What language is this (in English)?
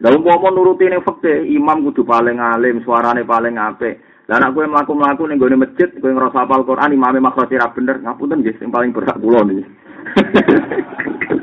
Javanese